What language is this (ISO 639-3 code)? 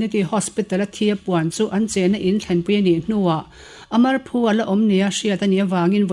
lus